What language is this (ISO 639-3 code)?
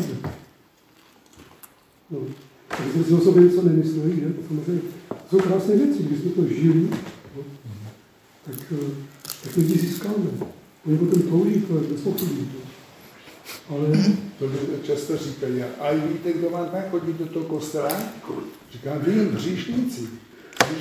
ces